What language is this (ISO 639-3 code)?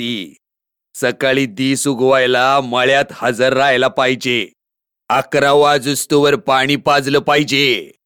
mar